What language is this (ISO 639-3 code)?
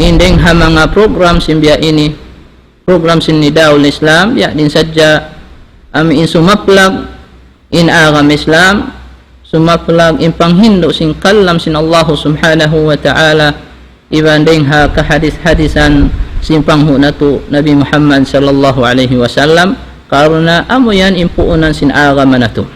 tsg